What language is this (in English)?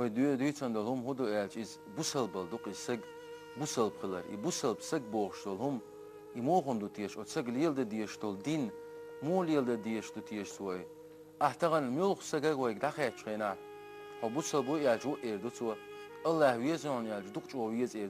Chechen